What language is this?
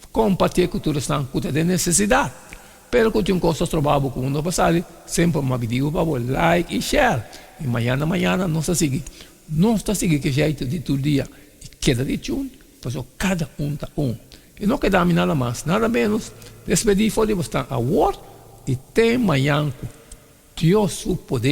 Papiamento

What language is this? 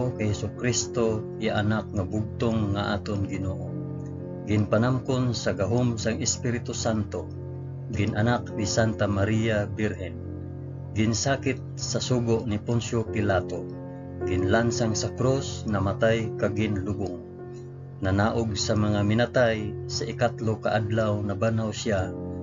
Hiligaynon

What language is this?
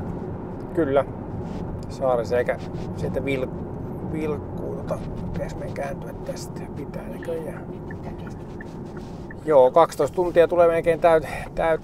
Finnish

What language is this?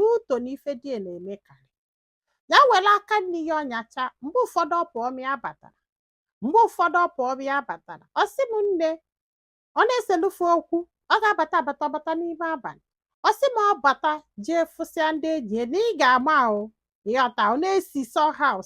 Igbo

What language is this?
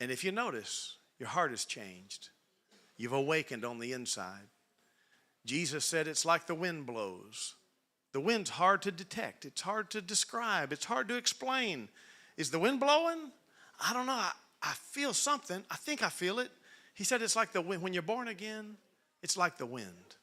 English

